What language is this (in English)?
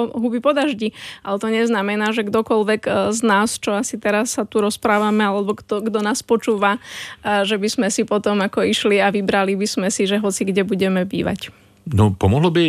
Slovak